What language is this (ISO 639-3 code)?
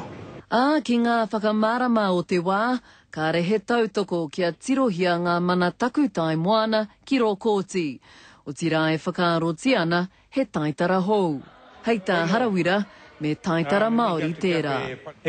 mri